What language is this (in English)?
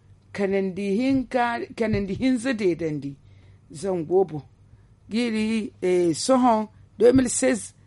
Zarma